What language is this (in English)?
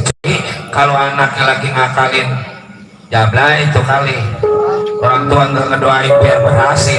Betawi